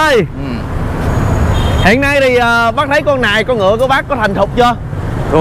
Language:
Vietnamese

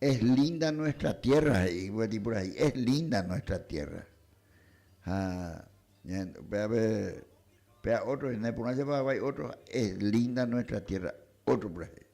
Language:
Guarani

